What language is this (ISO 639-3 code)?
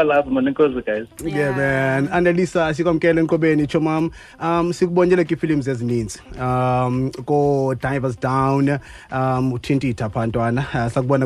xho